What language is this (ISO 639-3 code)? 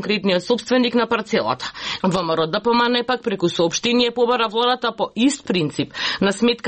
mkd